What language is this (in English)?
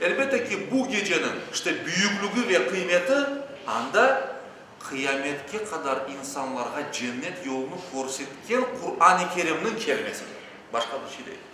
Crimean Tatar